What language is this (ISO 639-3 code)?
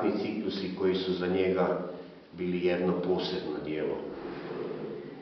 hrv